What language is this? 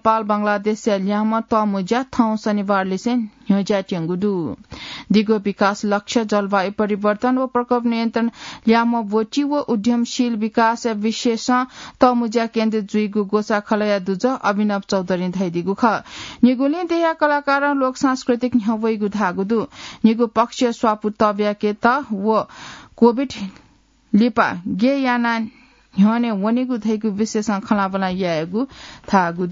Newari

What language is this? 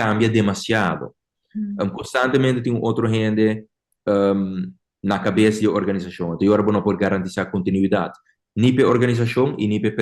Papiamento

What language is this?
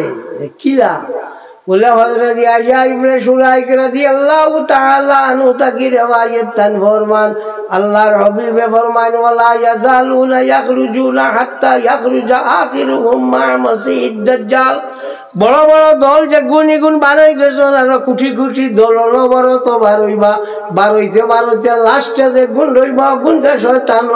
Sylheti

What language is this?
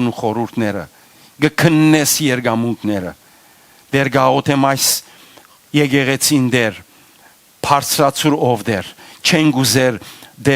Western Armenian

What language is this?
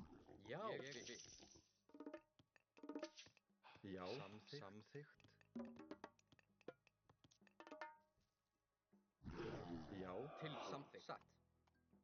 Icelandic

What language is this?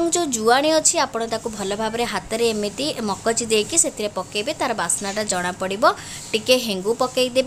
Odia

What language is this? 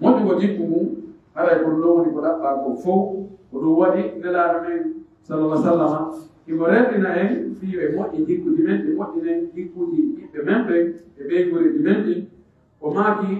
Pular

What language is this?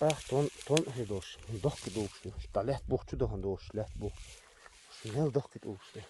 Chechen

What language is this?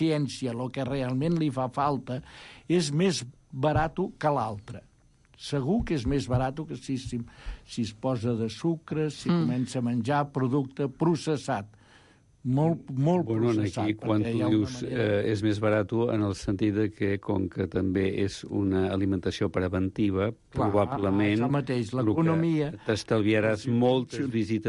Catalan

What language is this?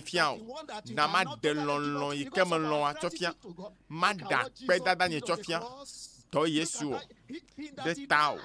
Ewe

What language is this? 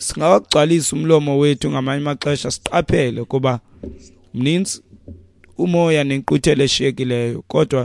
Xhosa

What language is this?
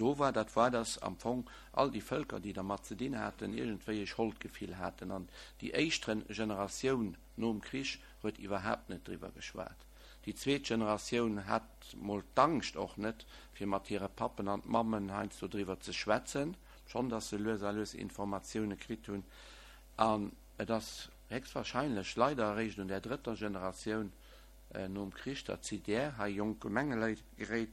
Luxembourgish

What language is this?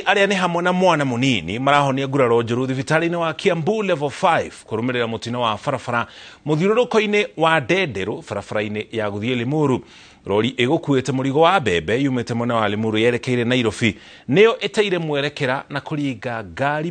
Kikuyu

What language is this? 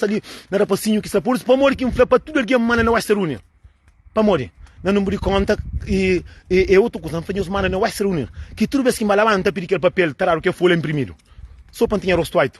Kabuverdianu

